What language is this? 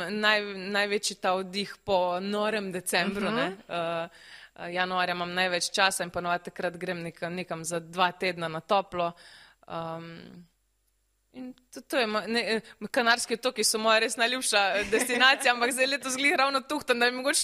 Slovenian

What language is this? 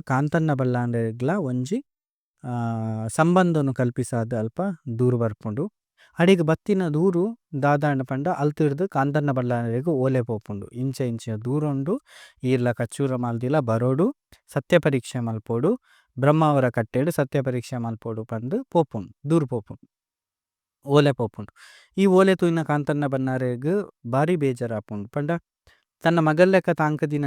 Tulu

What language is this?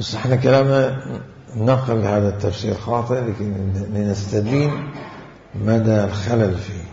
Mesopotamian Arabic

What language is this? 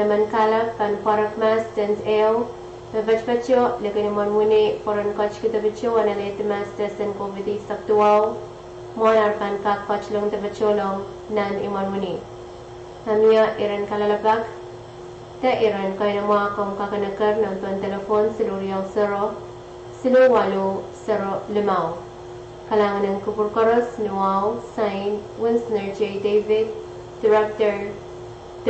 Pohnpeian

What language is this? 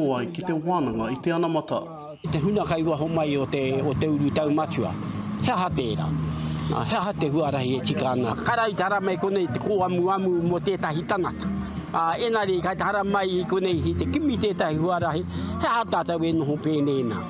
Māori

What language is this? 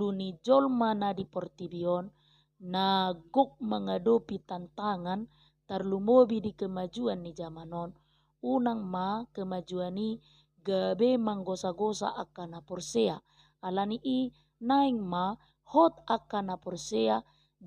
Batak Toba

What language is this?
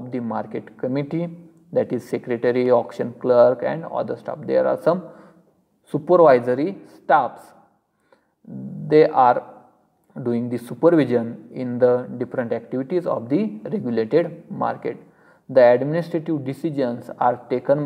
English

